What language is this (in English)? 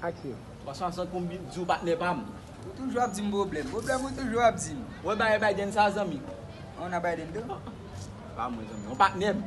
Haitian Creole